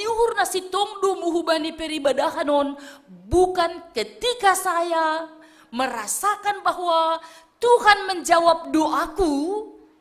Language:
Batak Simalungun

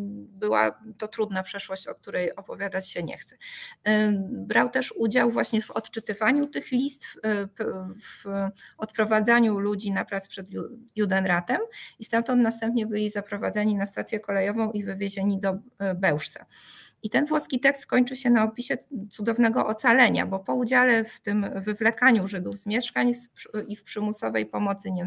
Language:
Polish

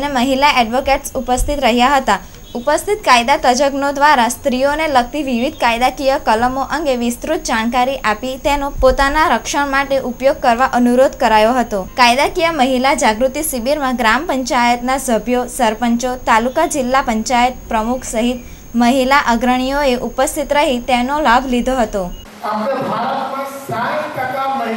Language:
Gujarati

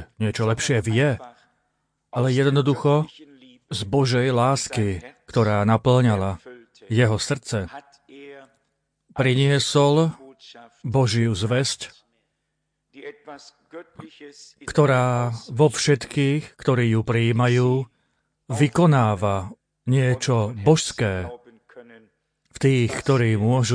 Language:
Slovak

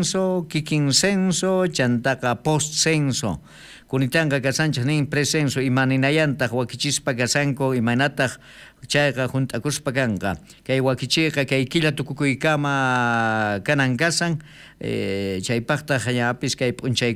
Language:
South Bolivian Quechua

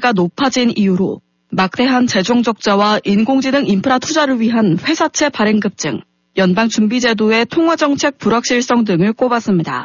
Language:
Korean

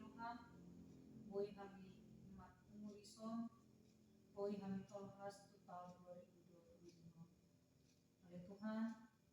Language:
Batak Toba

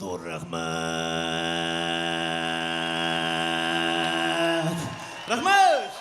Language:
Bashkir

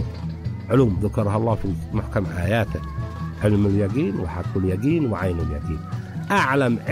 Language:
Arabic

